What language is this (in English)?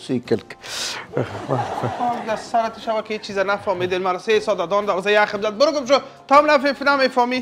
Persian